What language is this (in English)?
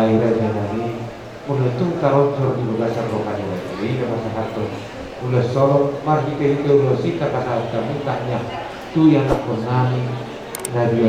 Batak Toba